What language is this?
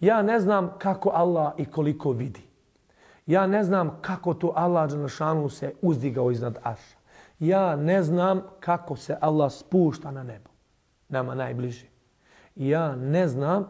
Bosnian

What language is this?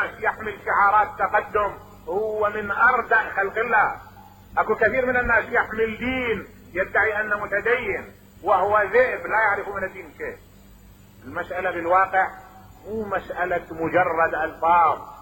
Mesopotamian Arabic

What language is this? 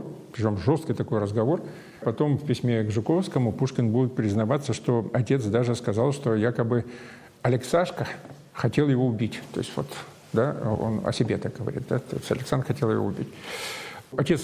Russian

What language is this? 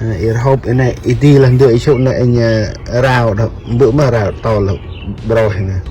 Central Mnong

